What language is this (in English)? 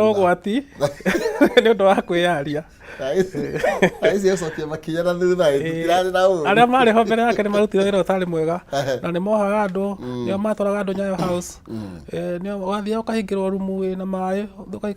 Kikuyu